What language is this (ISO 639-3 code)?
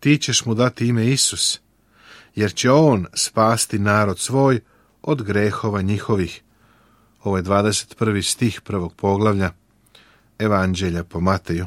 srp